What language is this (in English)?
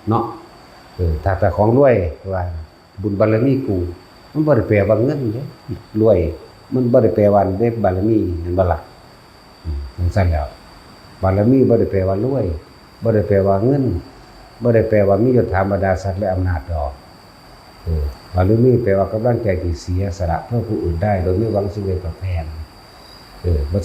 Lao